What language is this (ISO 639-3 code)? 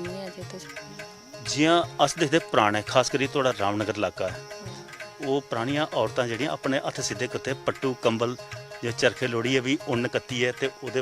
doi